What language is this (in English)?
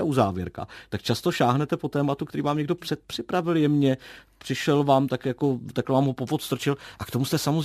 Czech